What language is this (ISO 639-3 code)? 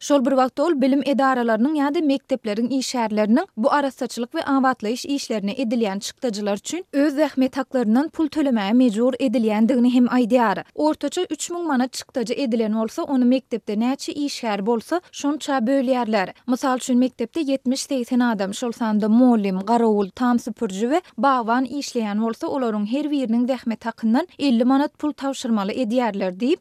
tuk